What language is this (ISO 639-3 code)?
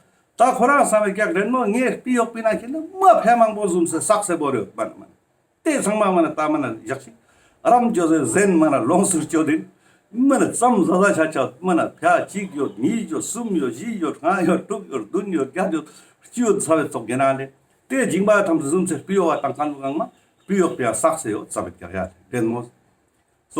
lbj